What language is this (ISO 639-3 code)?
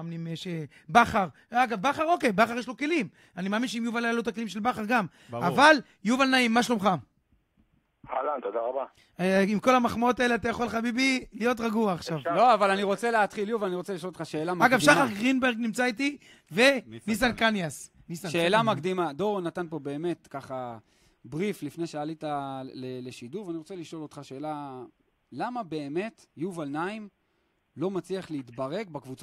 heb